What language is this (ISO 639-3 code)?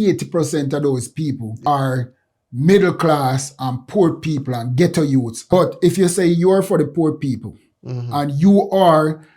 jam